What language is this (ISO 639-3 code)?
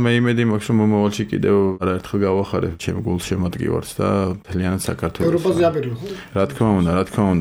kat